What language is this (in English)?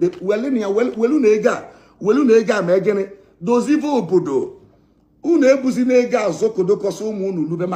Igbo